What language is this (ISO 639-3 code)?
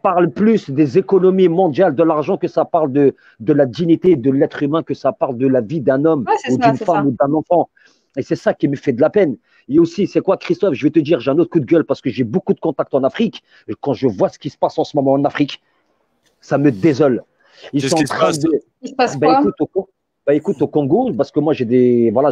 fra